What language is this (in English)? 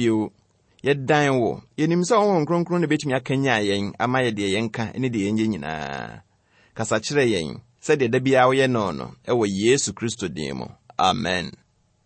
Akan